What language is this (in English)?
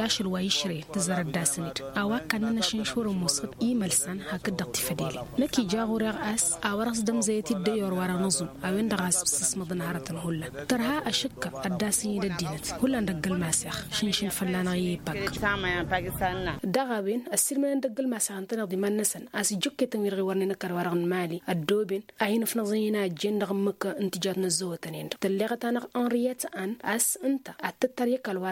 Tamasheq